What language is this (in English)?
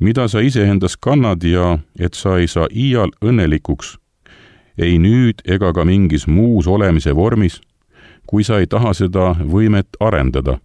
Estonian